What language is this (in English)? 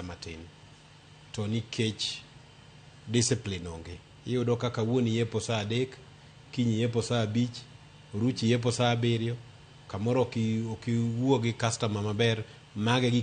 Luo (Kenya and Tanzania)